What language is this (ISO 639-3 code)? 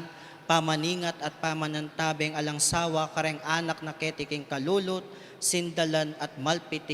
pam